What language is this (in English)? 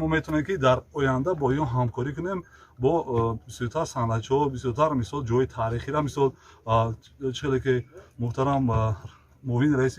Tajik